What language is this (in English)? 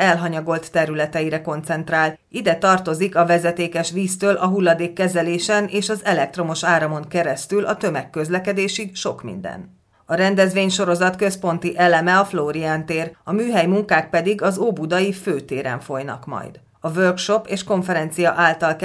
Hungarian